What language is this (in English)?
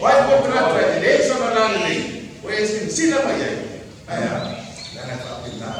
Samoan